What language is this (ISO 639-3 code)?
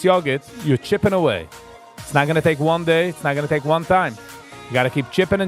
yid